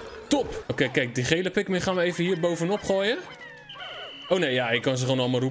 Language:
Dutch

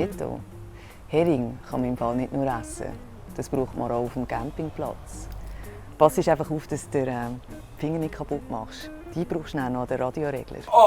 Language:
Swiss German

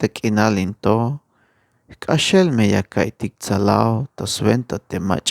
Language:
Tzeltal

